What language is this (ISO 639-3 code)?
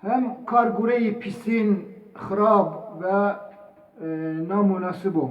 zza